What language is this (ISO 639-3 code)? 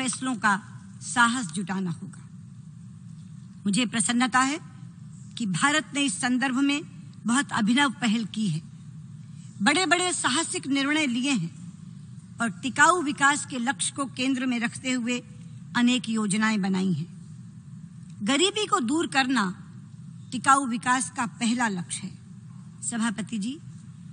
hin